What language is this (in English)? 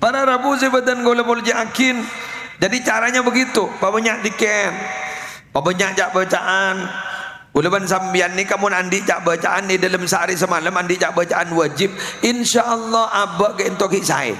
Madurese